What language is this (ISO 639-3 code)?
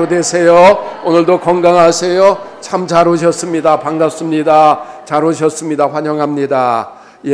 kor